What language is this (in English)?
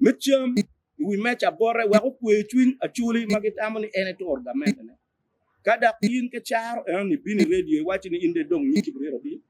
Acoli